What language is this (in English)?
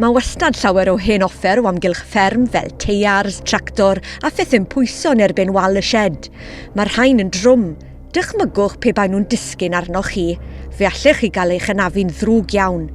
Welsh